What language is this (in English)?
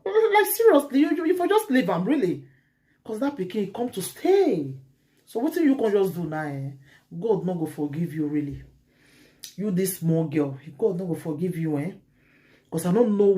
Nigerian Pidgin